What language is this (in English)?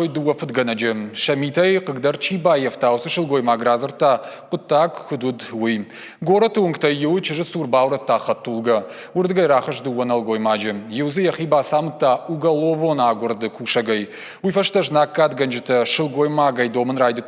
Ossetic